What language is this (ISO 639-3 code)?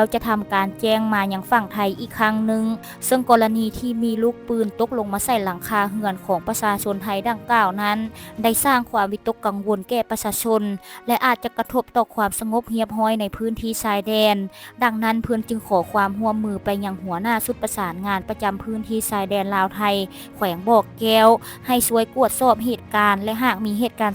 lao